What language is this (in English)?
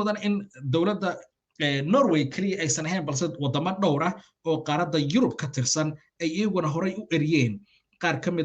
Somali